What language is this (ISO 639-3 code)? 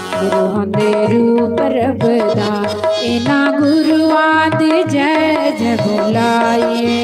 doi